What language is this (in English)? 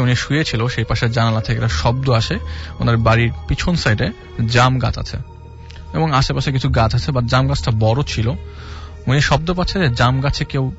Bangla